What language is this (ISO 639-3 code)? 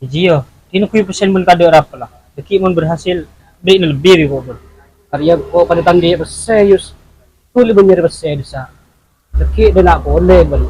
mad